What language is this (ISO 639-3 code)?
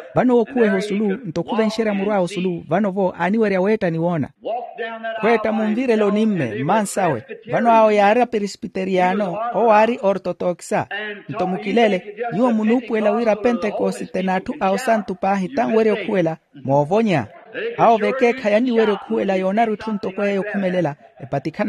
vmw